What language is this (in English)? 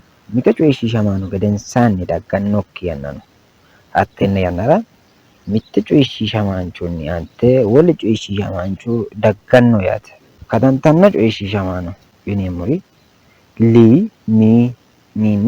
Sidamo